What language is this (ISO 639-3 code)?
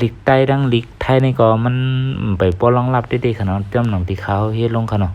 shn